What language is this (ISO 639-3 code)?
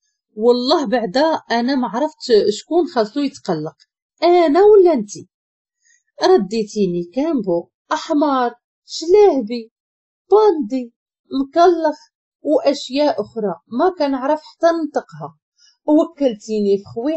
ary